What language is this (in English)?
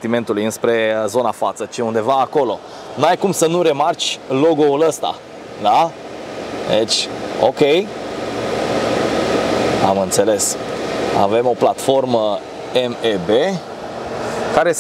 Romanian